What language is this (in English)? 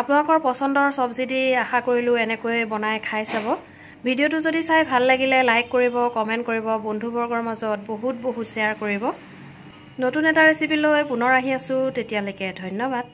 Assamese